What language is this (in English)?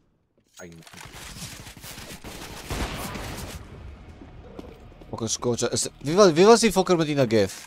Afrikaans